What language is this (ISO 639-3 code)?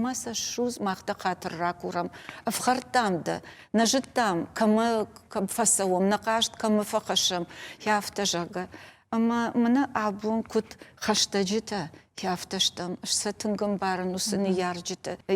oss